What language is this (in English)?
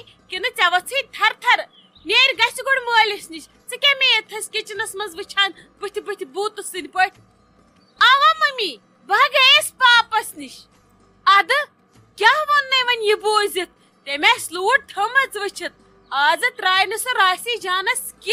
Kashmiri